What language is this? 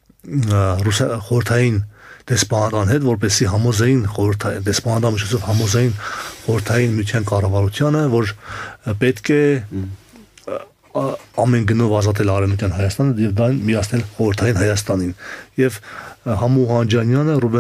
Armenian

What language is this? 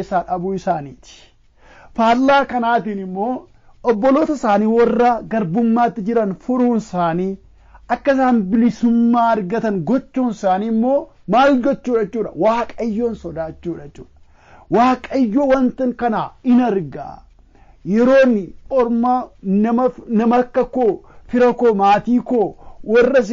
Oromo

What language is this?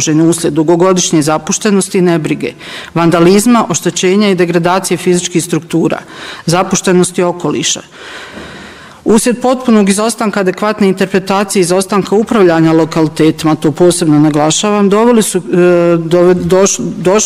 Bosnian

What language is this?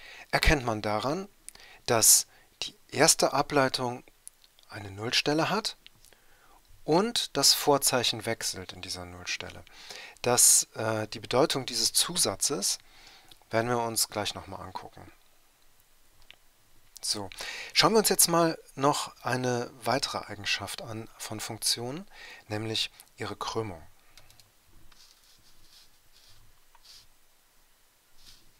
German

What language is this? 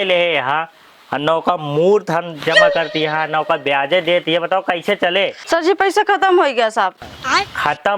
Awadhi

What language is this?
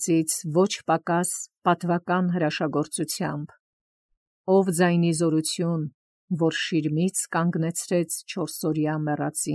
Armenian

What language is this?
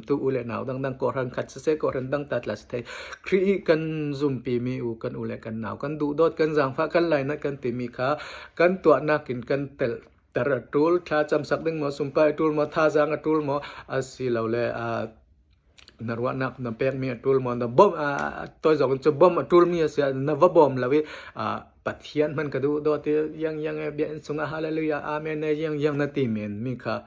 Falam Chin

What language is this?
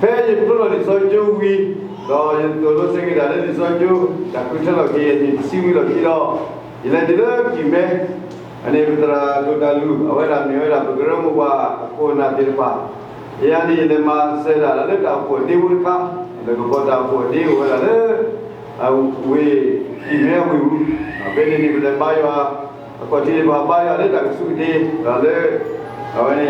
S'gaw Karen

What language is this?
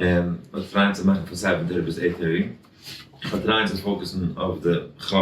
Yiddish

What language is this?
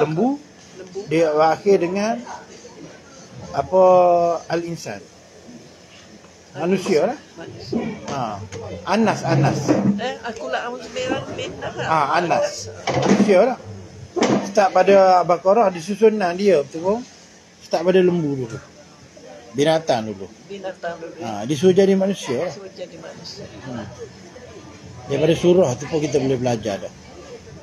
Malay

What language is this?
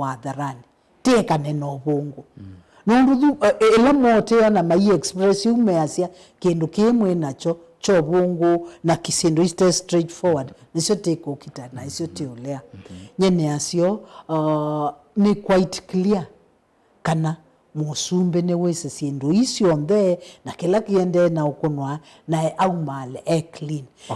Kamba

